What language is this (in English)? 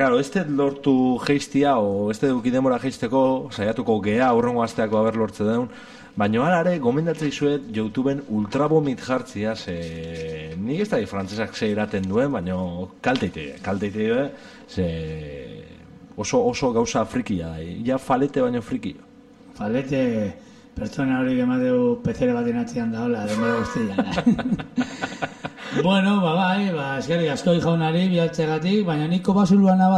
Basque